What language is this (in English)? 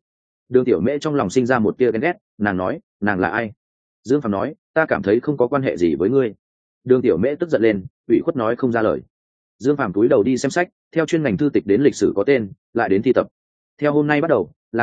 Vietnamese